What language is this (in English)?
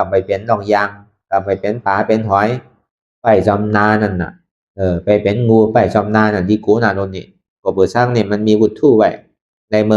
Shan